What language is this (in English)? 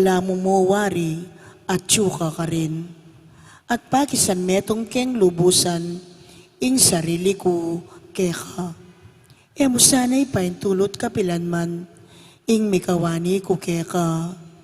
Pampanga